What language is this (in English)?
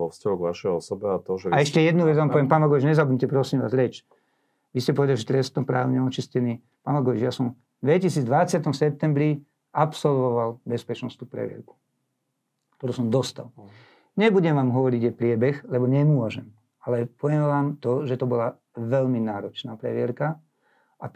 Slovak